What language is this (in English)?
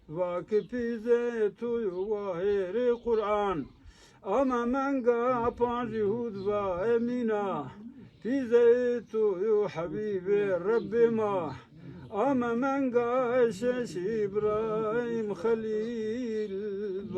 Zaza